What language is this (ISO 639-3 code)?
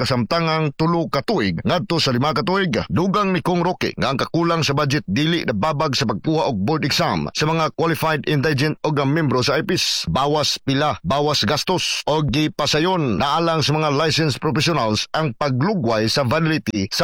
ceb